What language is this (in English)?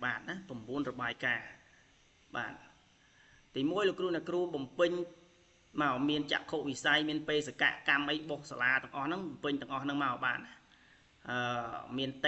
Khmer